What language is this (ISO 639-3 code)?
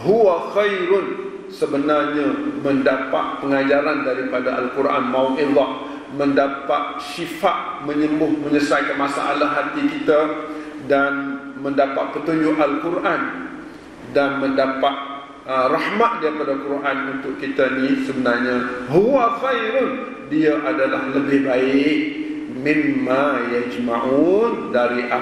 msa